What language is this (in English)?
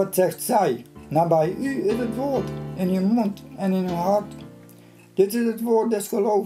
Western Frisian